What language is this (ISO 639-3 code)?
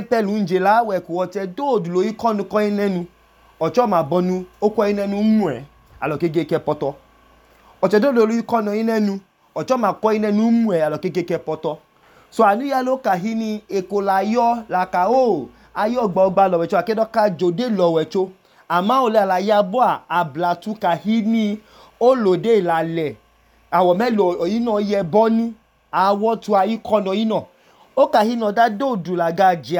idu